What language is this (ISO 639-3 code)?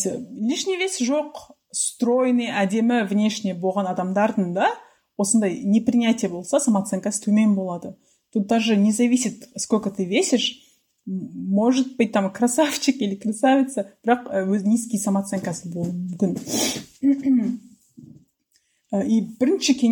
kaz